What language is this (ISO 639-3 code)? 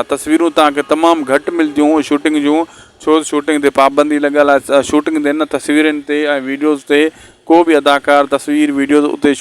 snd